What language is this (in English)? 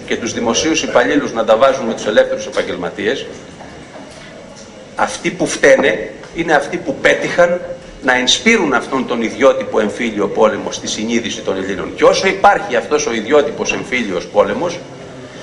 Greek